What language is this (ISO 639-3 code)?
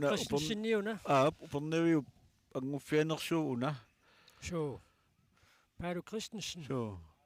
kal